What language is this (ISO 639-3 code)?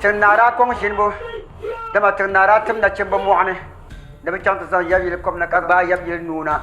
dag